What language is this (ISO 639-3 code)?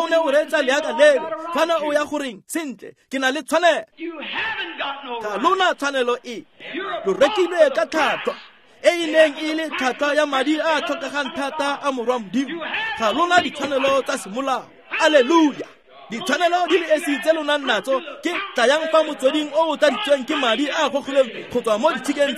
tsn